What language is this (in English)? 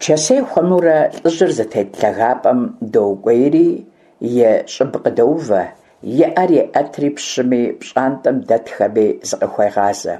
Kabardian